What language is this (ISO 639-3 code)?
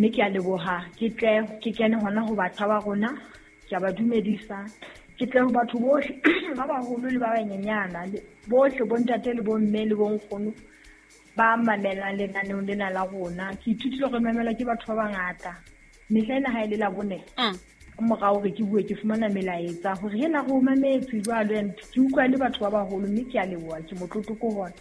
sot